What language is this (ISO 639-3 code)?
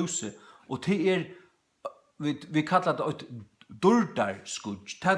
fao